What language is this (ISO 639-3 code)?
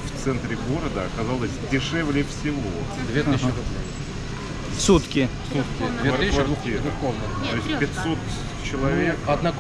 rus